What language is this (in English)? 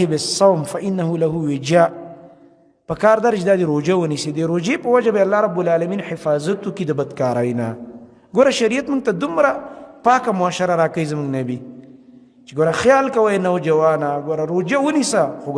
Pashto